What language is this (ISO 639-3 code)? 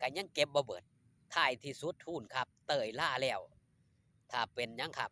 tts